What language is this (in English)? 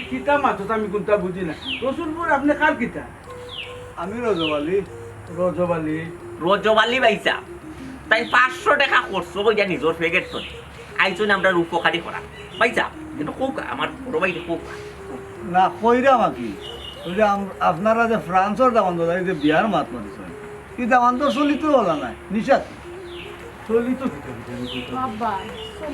Sylheti